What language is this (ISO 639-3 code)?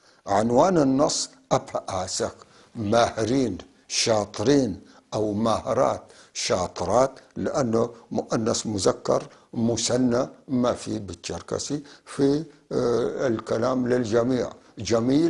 apc